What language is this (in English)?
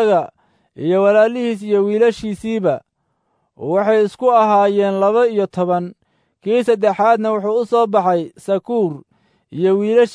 Somali